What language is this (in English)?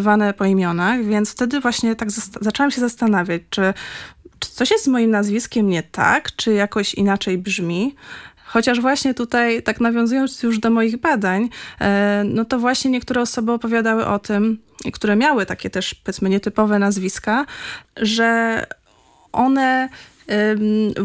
Polish